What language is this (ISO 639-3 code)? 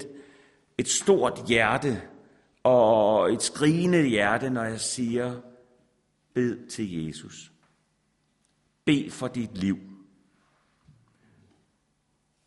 dan